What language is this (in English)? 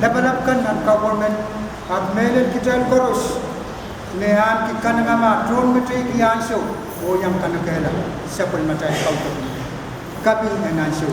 Pohnpeian